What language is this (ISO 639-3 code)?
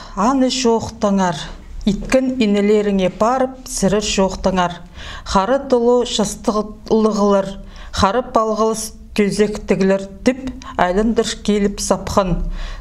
kjh